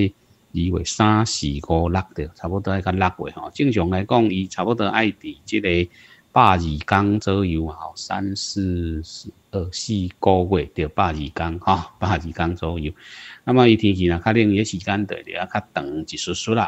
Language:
Min Nan Chinese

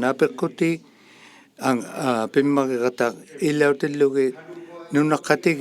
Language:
Inuktitut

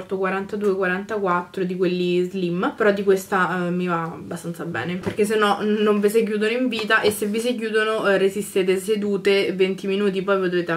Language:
Italian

